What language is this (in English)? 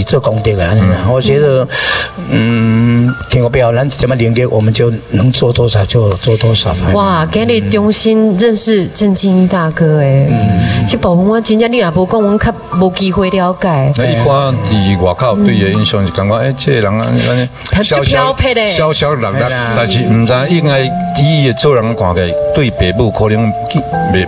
Min Nan Chinese